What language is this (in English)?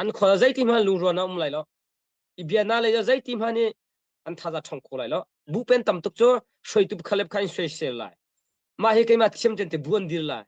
Hakha Chin